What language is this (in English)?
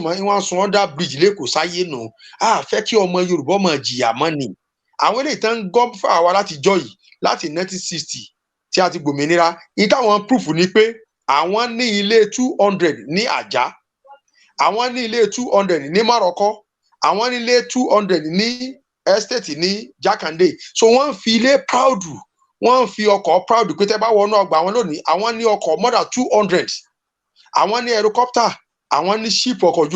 Yoruba